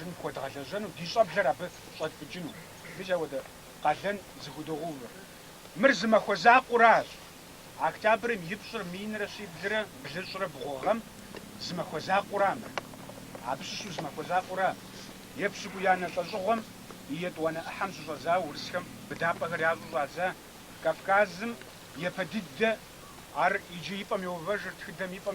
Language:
Kabardian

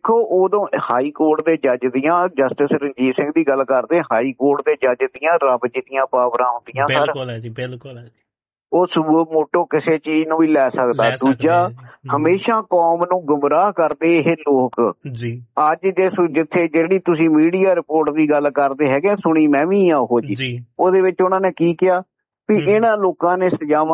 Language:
Punjabi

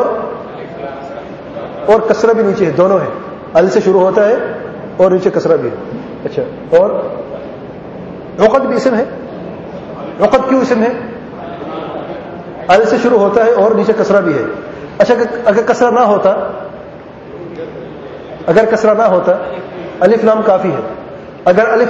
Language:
Urdu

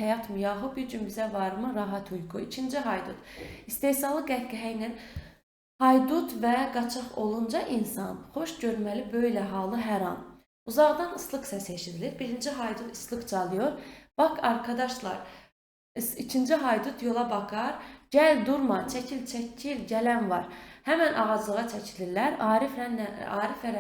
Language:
Azerbaijani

